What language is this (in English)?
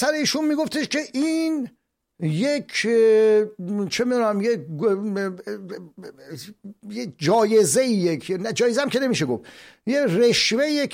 Persian